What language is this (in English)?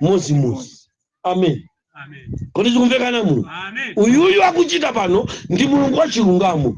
Nyanja